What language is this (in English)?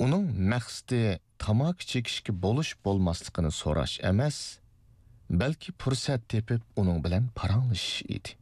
Uyghur